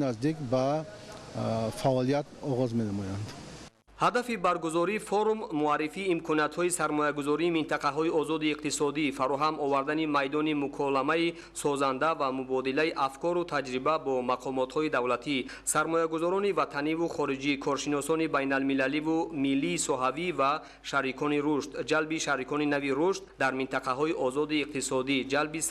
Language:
Tajik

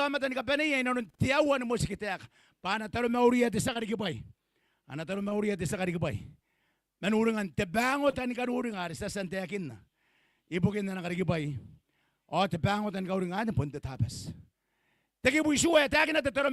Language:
Gilbertese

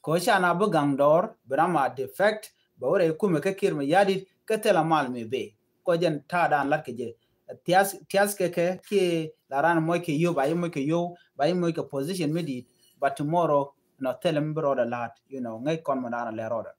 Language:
Nuer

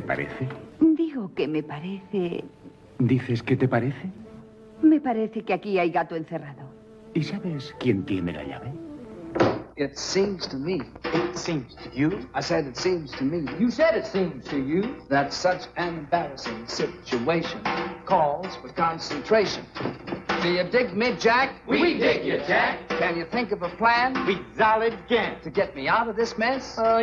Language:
Spanish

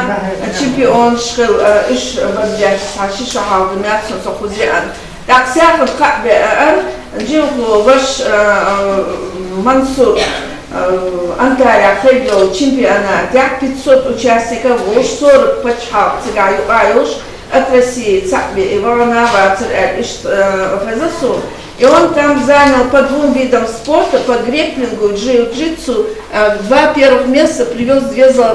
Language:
Chechen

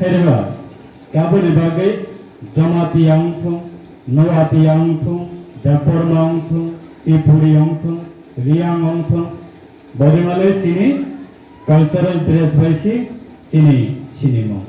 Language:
Riang (India)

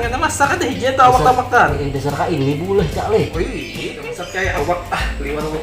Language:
Banjar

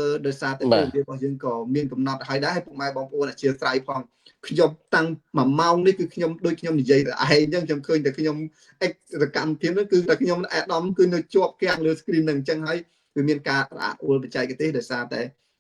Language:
Khmer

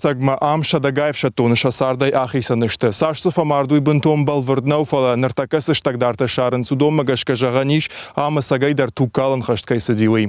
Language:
Ossetic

